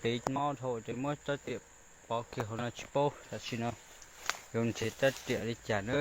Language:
Hmong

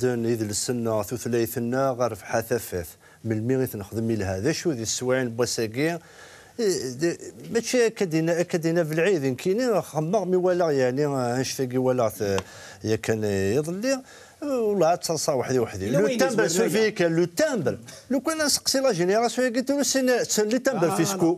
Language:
Kabyle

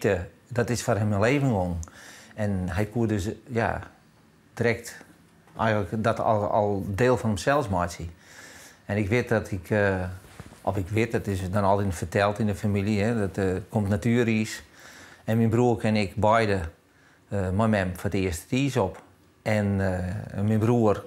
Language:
Western Frisian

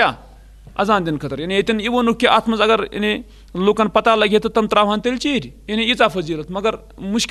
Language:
Kashmiri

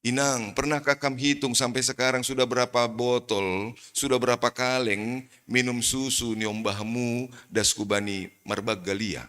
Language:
Batak Simalungun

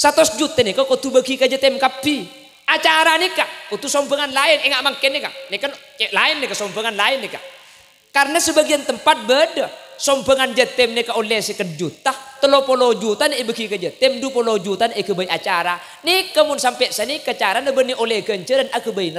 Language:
Madurese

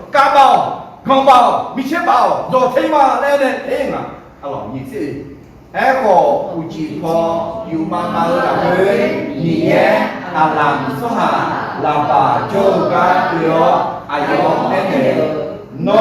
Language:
Akha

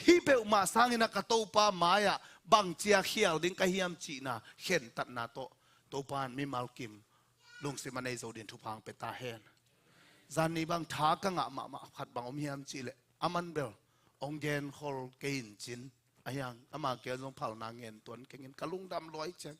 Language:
Tedim Chin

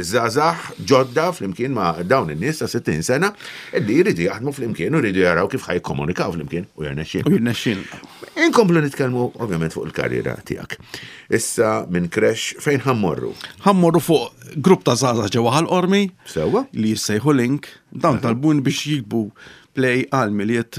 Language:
Maltese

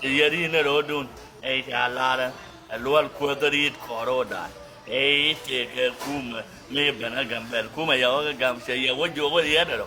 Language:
Nuer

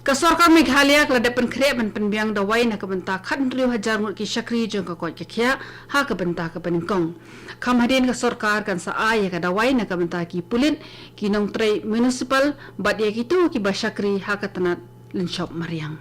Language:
Khasi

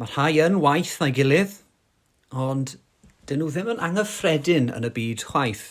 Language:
Welsh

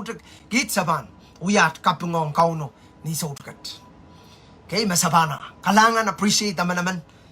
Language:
Pohnpeian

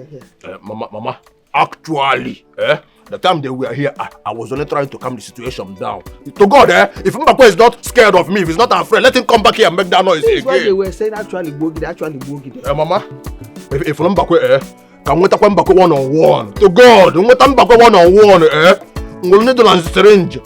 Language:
Nigerian Pidgin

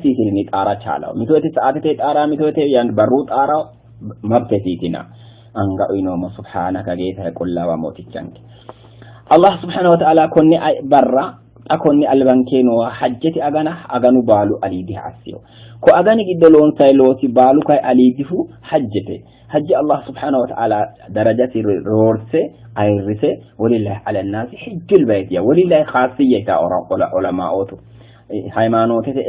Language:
Sidamo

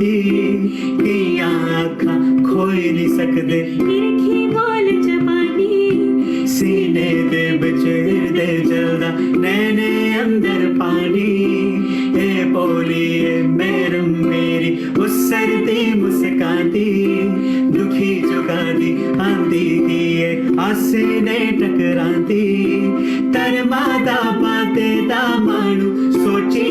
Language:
Dogri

